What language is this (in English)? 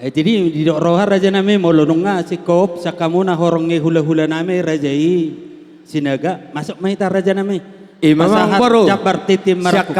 Batak Toba